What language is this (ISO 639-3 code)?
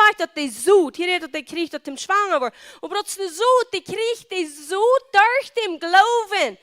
pdt